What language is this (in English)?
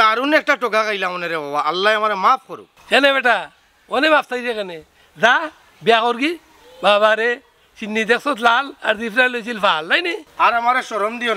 Sylheti